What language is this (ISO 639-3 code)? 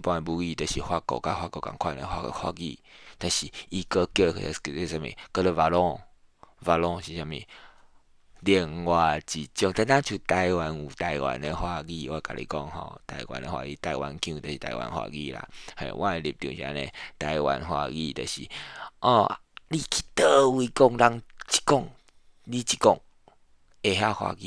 nan